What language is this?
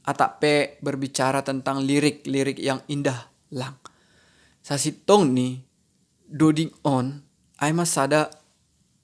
Batak Simalungun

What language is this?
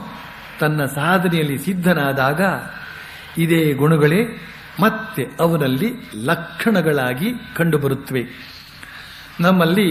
Kannada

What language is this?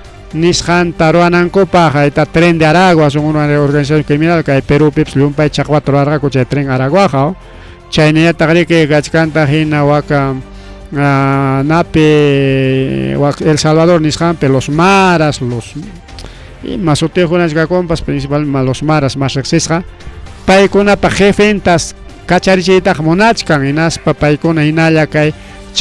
Ayacucho Quechua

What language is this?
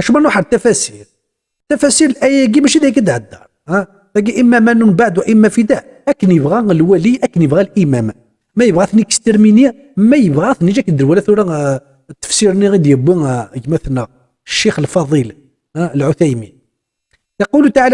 Kabyle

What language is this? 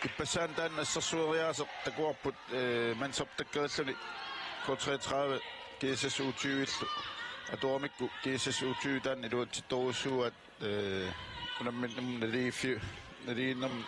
Kalaallisut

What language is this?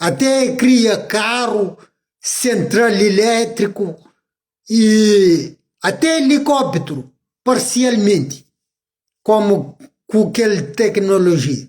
Kabuverdianu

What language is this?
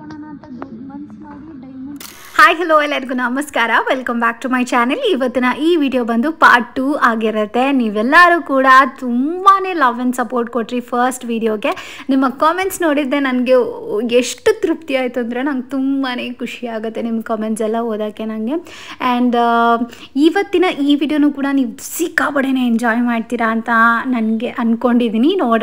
Kannada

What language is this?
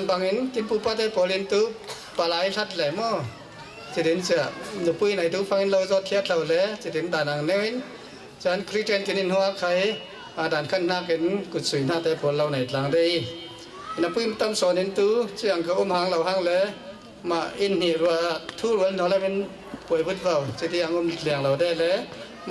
Falam Chin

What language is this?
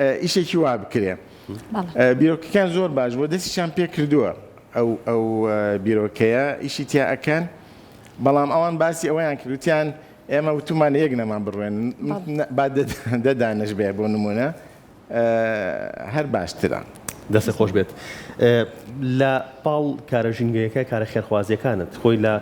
Central Kurdish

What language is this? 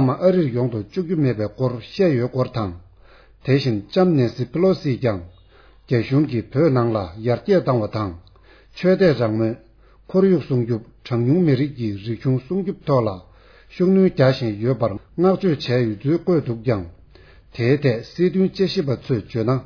Tibetan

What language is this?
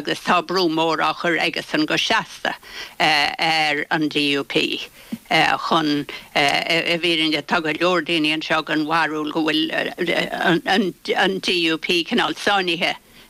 Irish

